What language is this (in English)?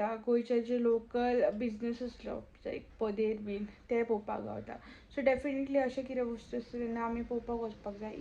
Konkani